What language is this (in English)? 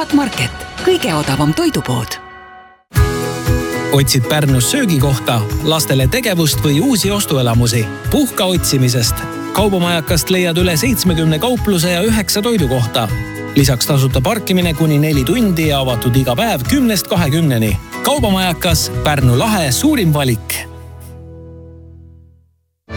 Estonian